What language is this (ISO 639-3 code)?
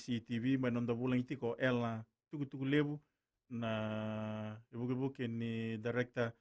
fij